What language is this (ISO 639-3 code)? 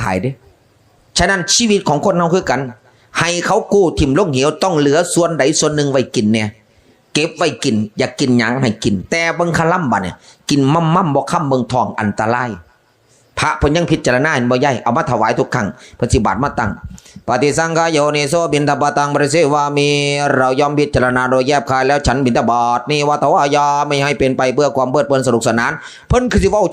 tts